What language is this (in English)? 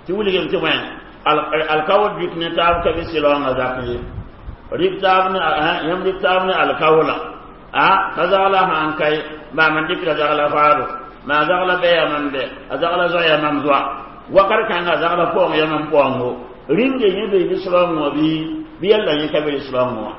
Mossi